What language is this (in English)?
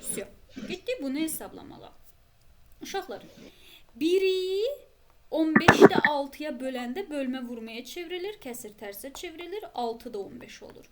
Azerbaijani